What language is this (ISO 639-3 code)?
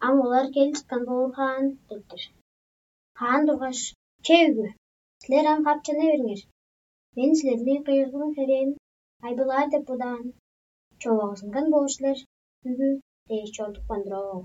tyv